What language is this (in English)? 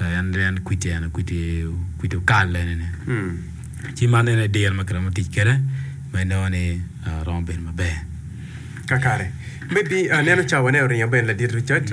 Acoli